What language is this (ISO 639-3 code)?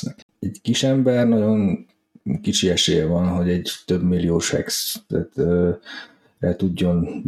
hun